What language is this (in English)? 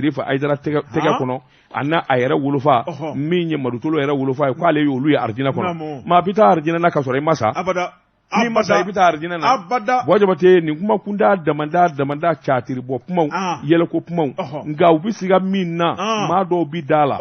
Bambara